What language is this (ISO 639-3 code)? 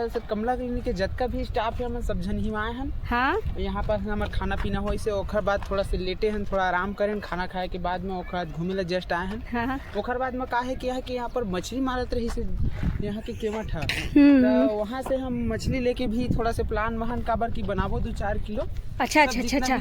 hne